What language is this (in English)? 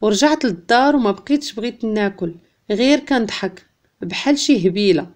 Moroccan Arabic